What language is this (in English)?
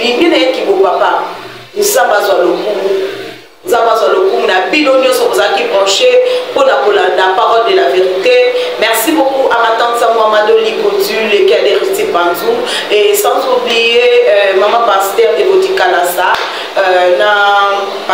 Lingala